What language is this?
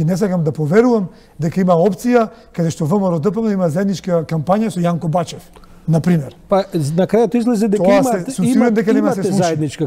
Macedonian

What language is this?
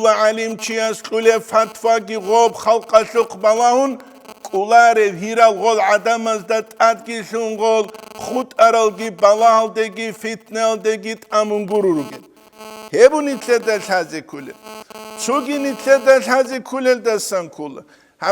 Avaric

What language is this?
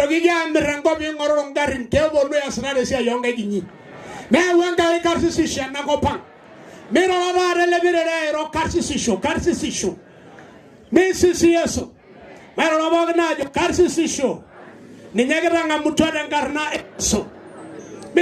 Masai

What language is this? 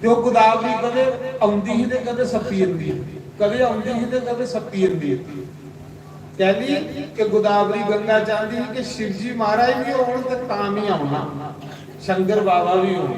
Dogri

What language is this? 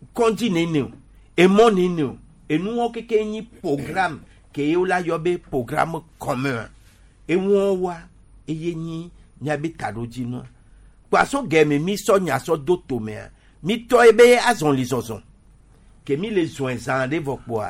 Gen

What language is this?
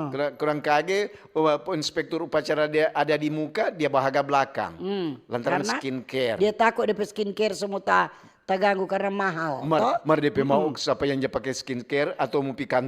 Manado Malay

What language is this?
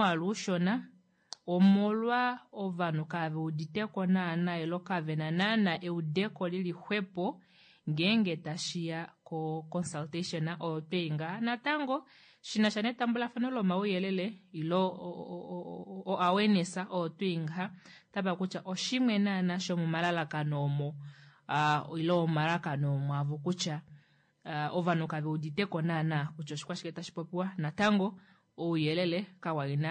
Kuanyama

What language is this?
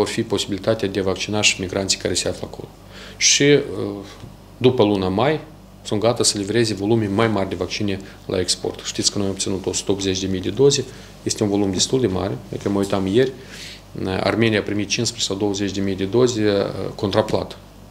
Romanian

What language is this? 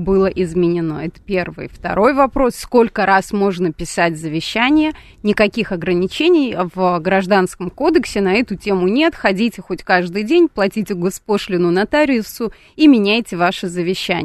Russian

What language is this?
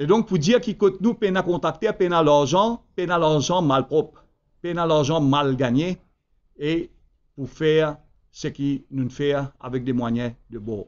Morisyen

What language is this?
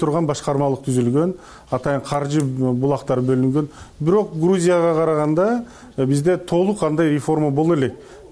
Kyrgyz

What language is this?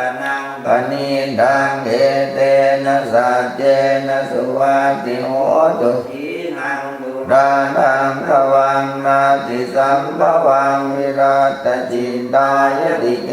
Pali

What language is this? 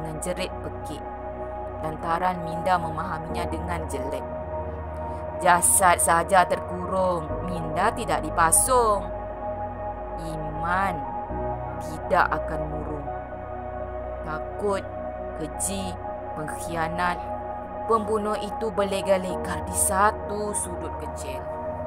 Malay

